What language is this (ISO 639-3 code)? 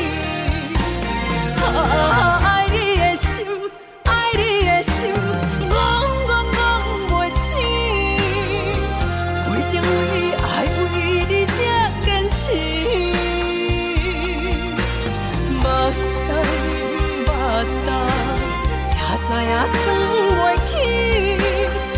nan